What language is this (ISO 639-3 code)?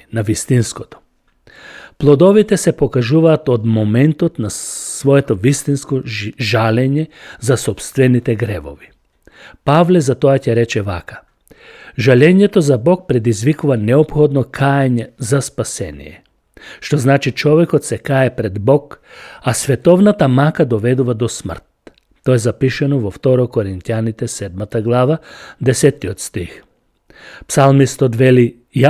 mkd